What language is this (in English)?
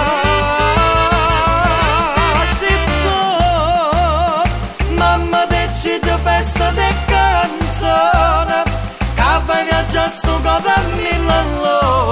Italian